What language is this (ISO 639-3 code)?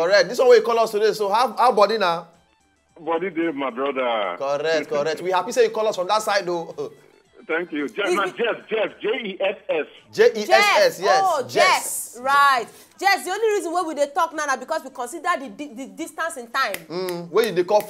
pcm